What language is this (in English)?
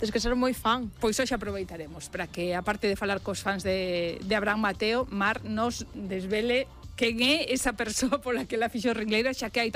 Galician